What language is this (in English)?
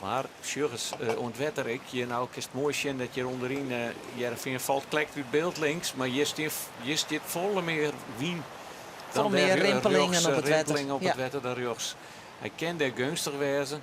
Western Frisian